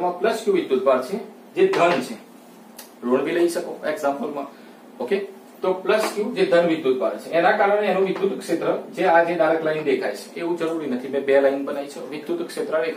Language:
Gujarati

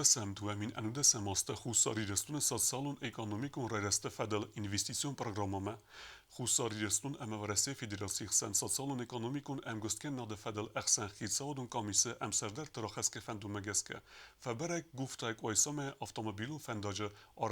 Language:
Ossetic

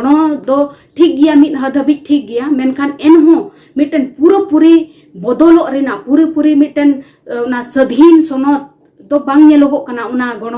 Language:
Santali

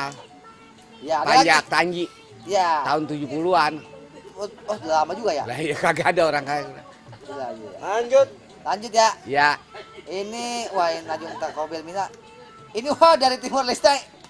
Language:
Betawi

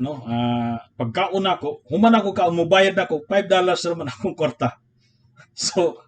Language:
Cebuano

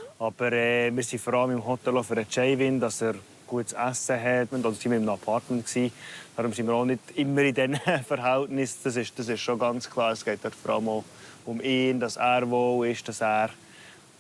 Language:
Swiss German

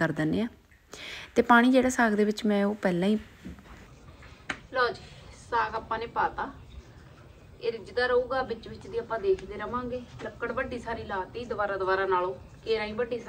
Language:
Punjabi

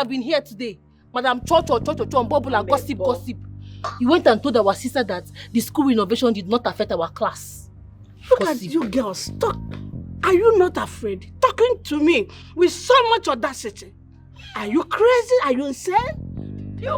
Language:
Nigerian Pidgin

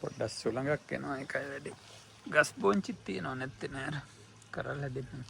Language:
Sinhala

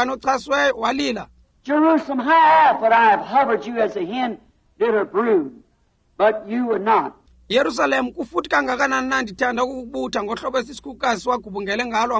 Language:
Xhosa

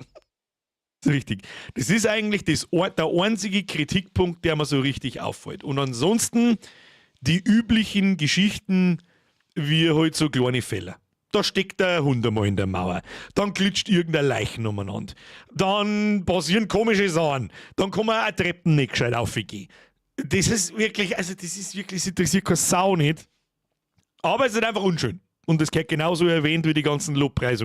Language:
Bavarian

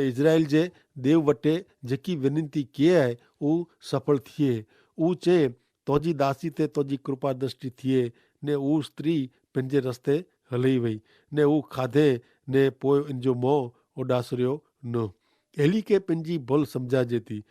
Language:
Kachhi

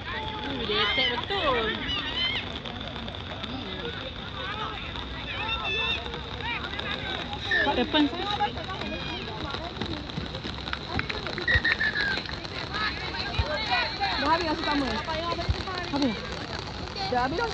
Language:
Malay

